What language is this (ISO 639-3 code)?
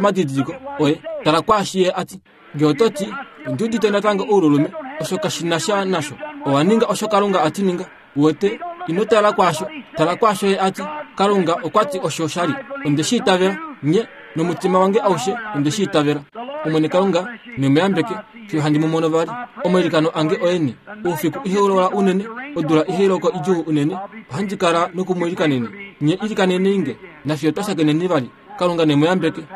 kua